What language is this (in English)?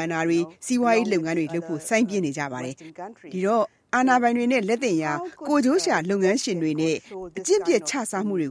Burmese